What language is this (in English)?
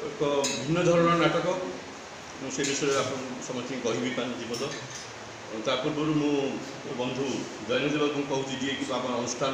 Odia